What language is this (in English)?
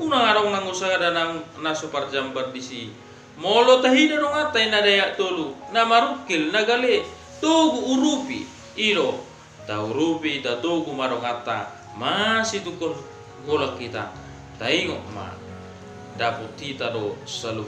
Batak Toba